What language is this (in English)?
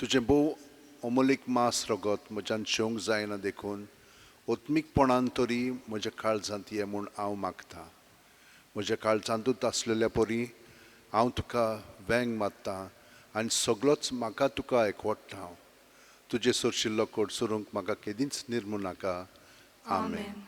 Konkani